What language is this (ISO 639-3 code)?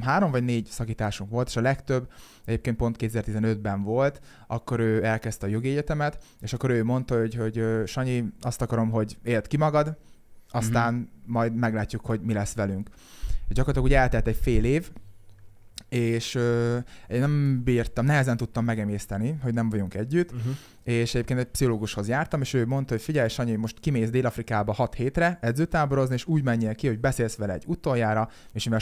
hun